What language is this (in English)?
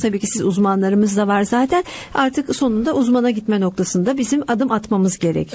Turkish